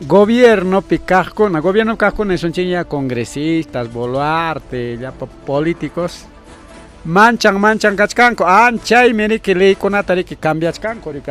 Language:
Ayacucho Quechua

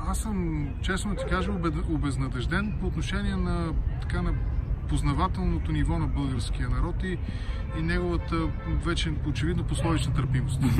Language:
Bulgarian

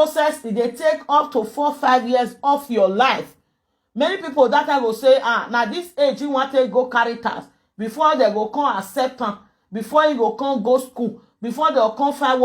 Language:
Nigerian Pidgin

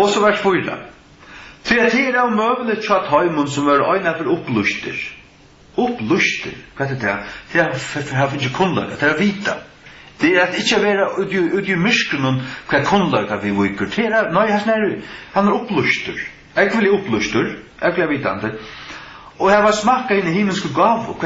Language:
Faroese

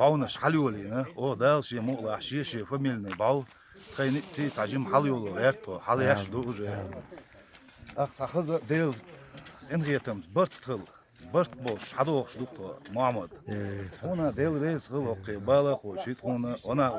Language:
Chechen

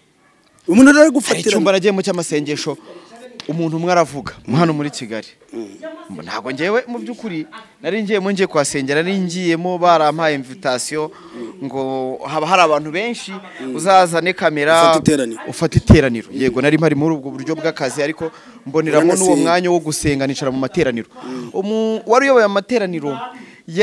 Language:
Kinyarwanda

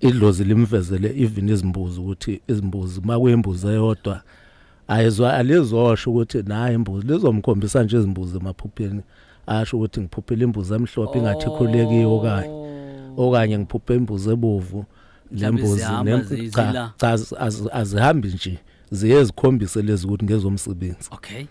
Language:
Zulu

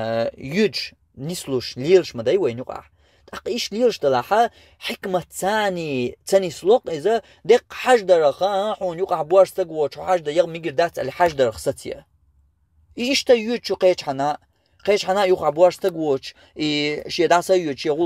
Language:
Chechen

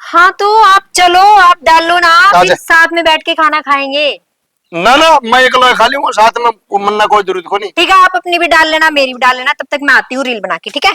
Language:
Haryanvi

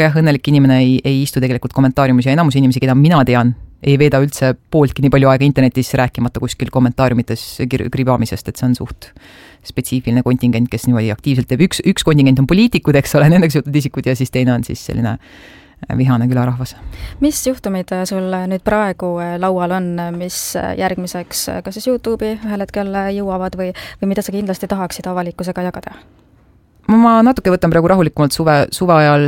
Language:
Estonian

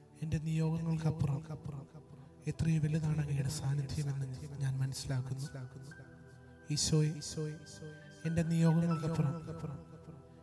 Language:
Malayalam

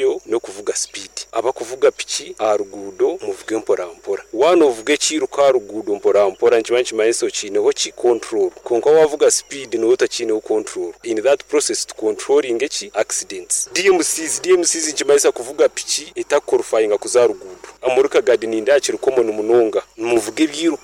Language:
Nyankole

